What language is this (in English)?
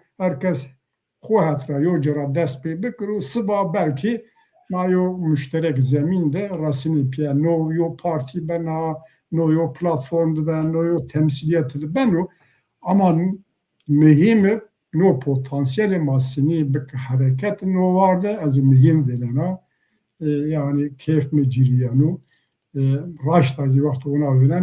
Zaza